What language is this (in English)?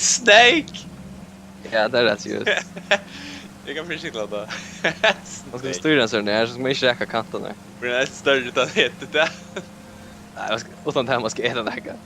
Faroese